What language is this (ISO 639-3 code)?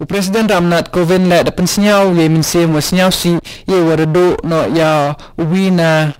kha